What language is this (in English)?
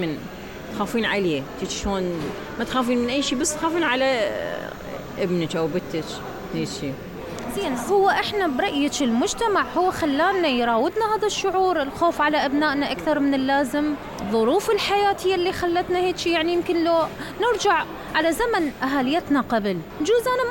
Mesopotamian Arabic